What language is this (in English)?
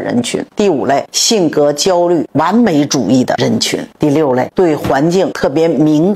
Chinese